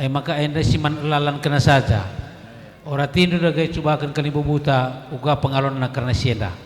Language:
Batak Karo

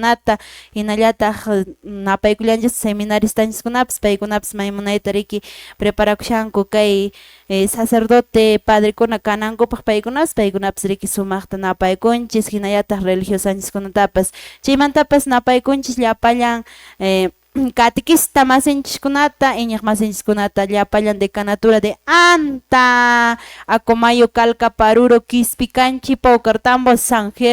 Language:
Quechua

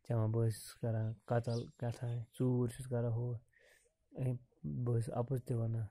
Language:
Kashmiri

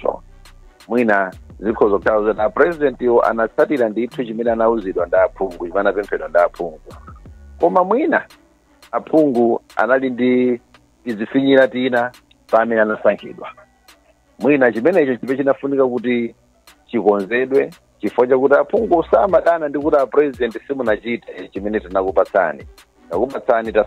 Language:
Nyanja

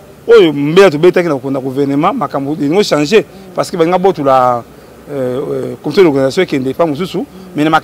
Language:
Lingala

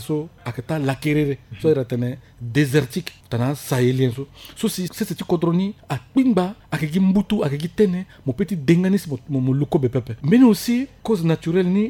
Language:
Sango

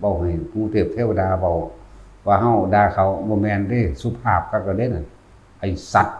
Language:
Northeastern Thai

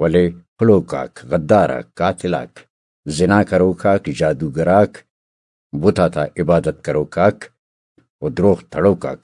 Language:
Brahui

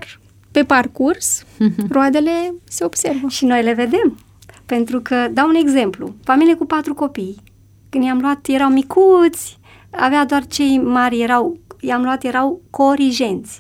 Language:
Romanian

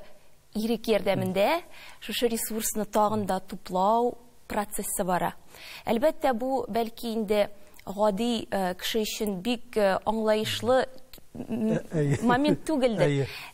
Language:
Tatar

